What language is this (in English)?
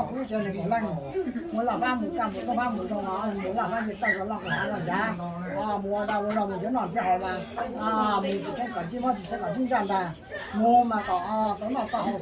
Hmong